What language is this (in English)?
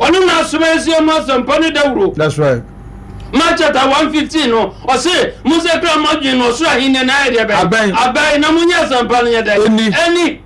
Akan